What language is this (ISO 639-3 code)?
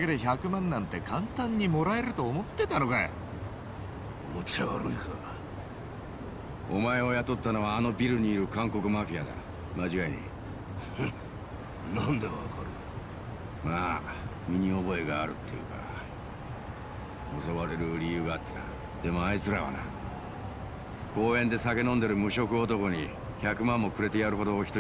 jpn